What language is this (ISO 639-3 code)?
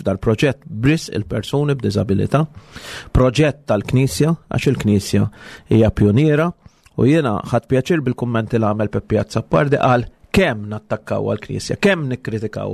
mlt